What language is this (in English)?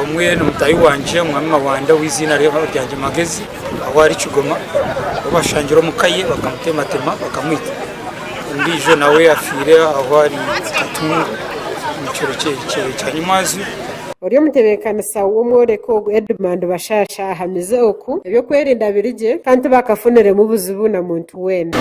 Nyankole